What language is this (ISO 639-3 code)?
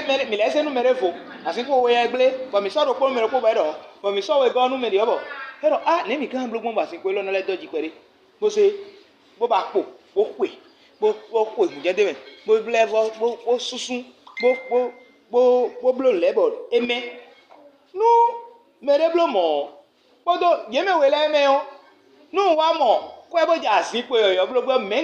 fon